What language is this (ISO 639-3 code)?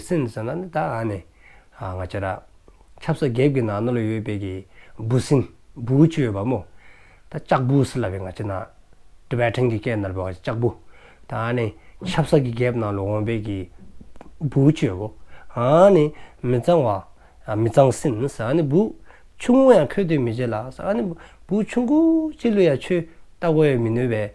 dzo